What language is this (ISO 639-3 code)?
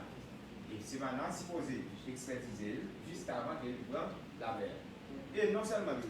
hat